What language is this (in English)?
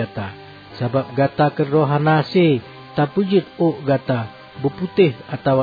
Achinese